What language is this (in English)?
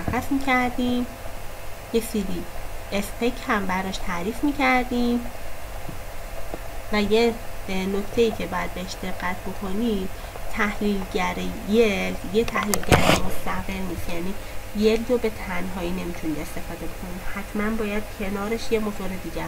Persian